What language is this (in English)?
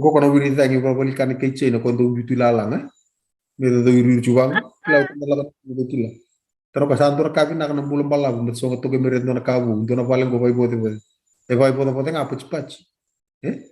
Fijian